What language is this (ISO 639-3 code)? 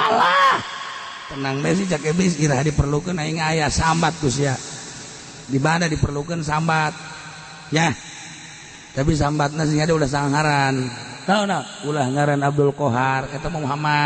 sun